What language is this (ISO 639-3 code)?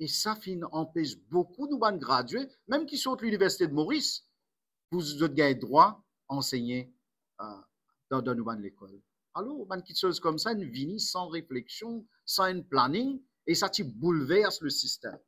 mfe